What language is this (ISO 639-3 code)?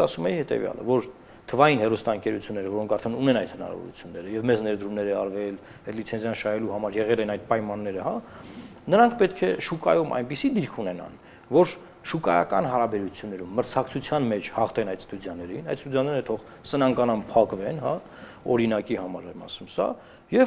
hye